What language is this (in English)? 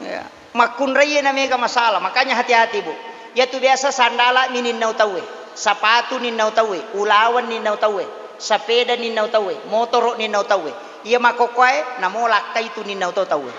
Buginese